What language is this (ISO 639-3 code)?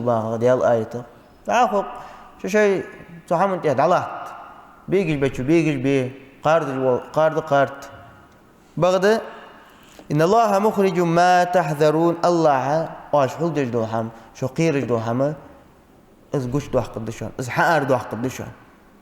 inh